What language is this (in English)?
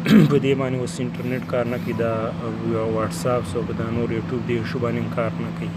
Pashto